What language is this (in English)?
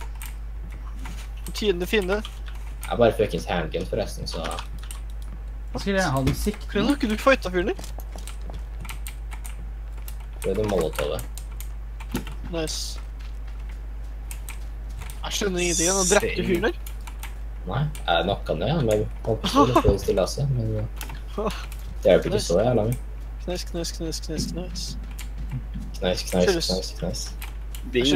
Norwegian